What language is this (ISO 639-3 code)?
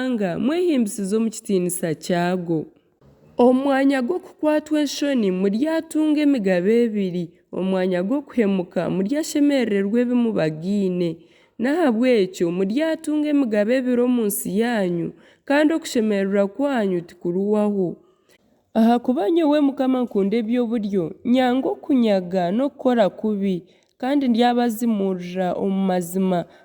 nyn